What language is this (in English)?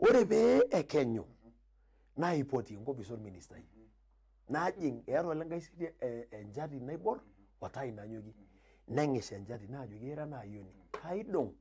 Masai